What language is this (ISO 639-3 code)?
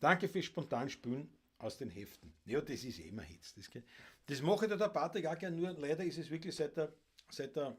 bar